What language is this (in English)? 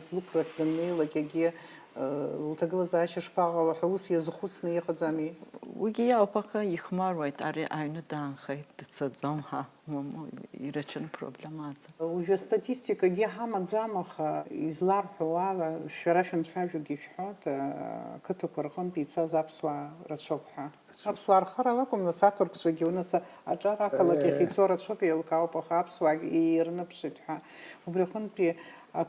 Abkhazian